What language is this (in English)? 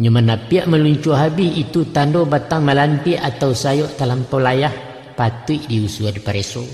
Minangkabau